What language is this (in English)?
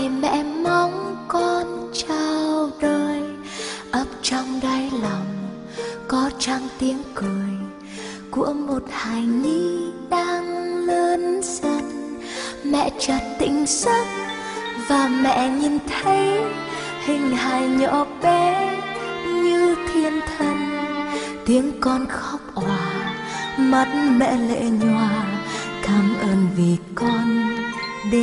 Vietnamese